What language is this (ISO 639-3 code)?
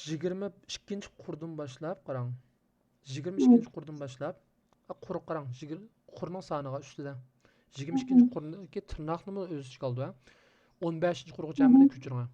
uig